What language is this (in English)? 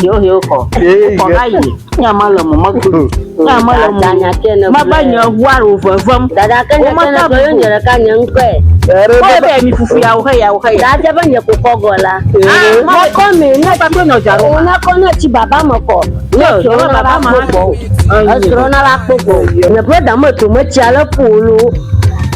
Ewe